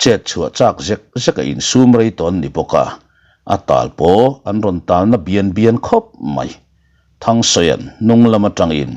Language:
Mizo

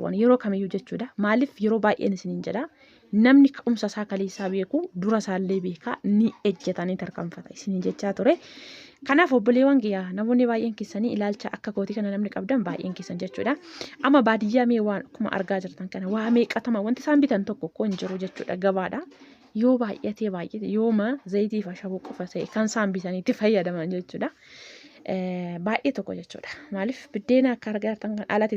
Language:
Oromo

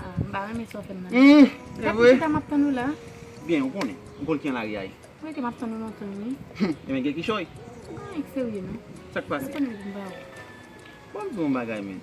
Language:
Haitian Creole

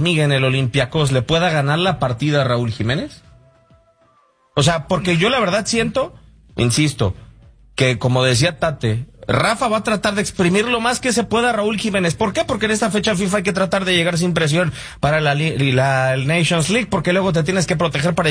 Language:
Spanish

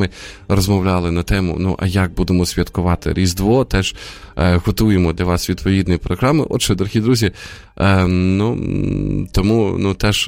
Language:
Ukrainian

